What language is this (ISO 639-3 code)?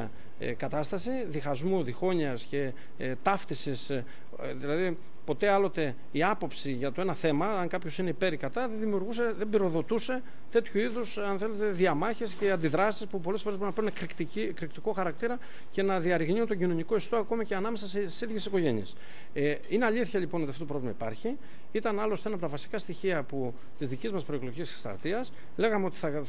ell